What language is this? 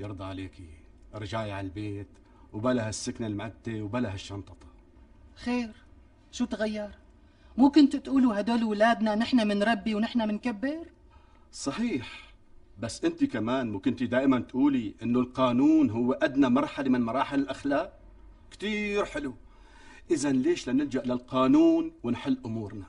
North Levantine Arabic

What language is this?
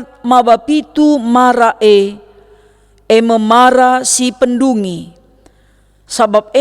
Batak Karo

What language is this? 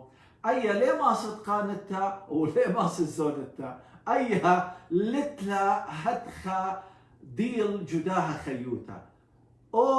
Assyrian Neo-Aramaic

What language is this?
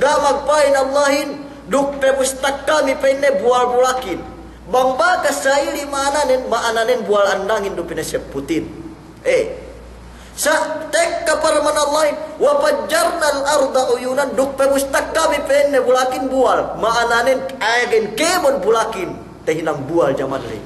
Yakan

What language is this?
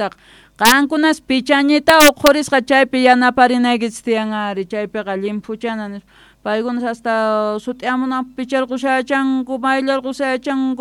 Quechua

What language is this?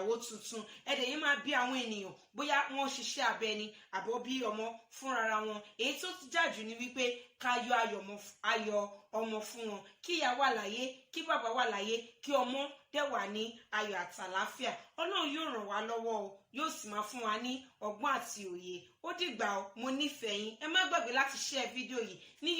Yoruba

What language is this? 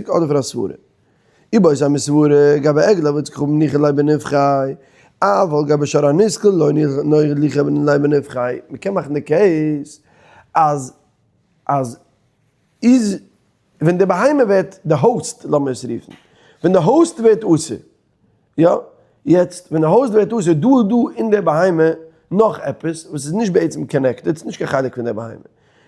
Yiddish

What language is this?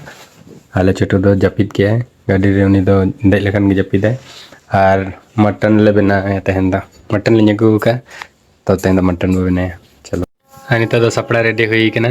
Santali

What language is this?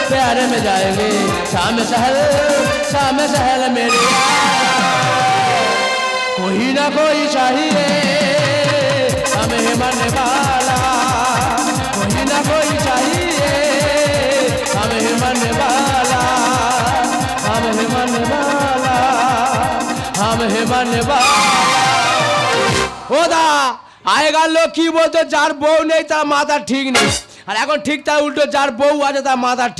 Bangla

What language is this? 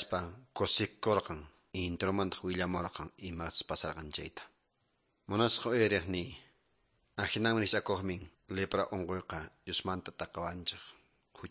Quechua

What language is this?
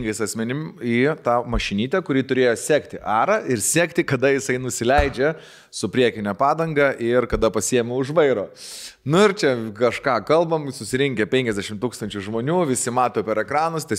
Lithuanian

